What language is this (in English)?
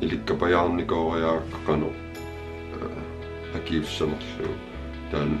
Kalaallisut